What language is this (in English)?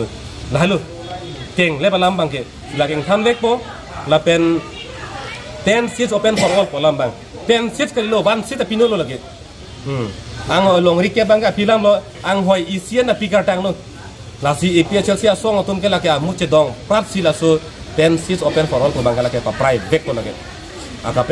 Karbi